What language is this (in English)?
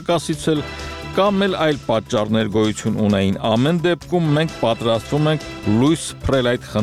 Armenian